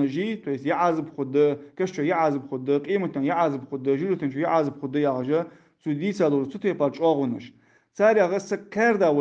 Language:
Ingush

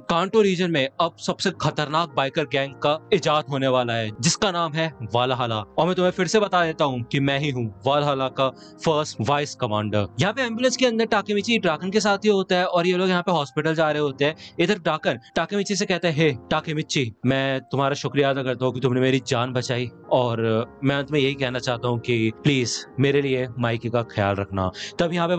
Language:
Hindi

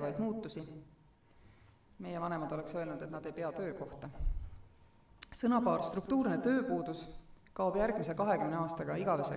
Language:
Estonian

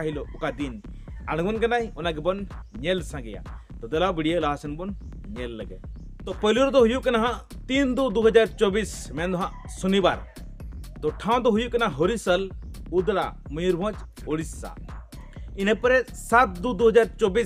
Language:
Santali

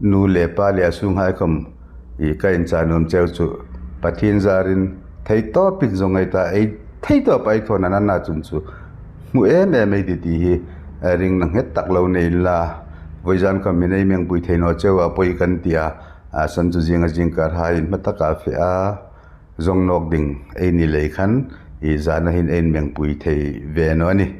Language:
Hmar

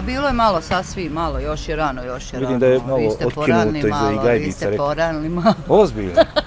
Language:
Bosnian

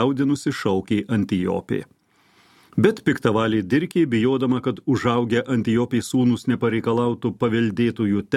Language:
Lithuanian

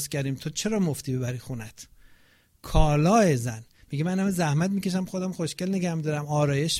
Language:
Persian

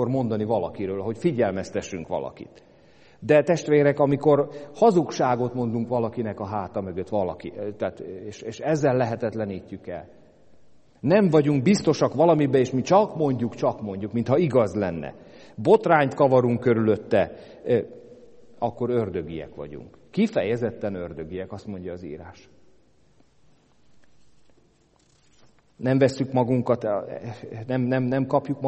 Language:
Hungarian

